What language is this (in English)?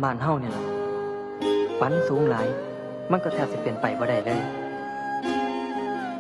Lao